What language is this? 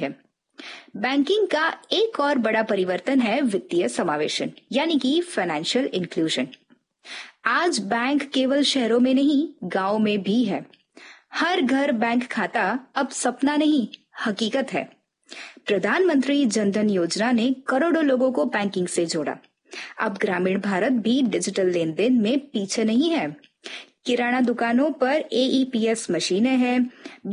Hindi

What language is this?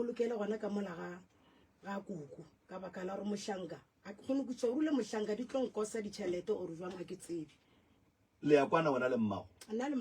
Northern Sotho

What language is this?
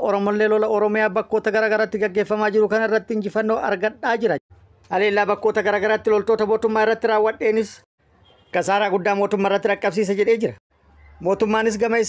Oromo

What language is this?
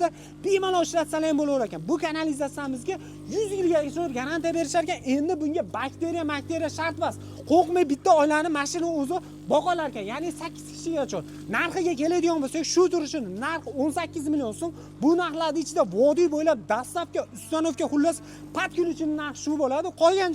Uzbek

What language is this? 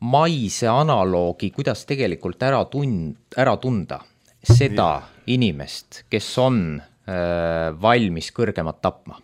Estonian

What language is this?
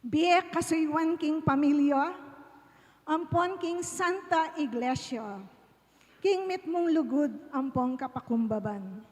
Pampanga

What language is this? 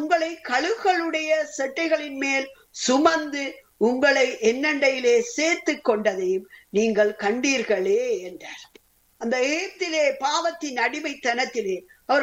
Tamil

